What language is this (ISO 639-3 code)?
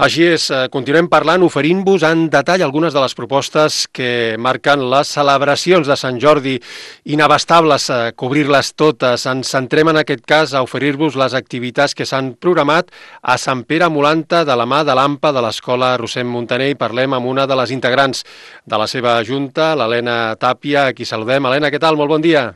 cat